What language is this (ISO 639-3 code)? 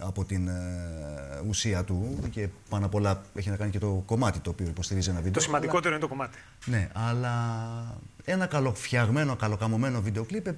ell